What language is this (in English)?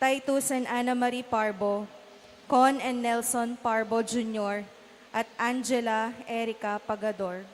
Pampanga